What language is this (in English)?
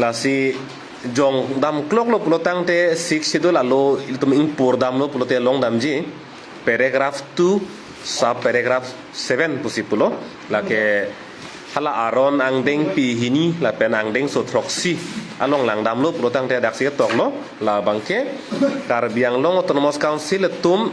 Karbi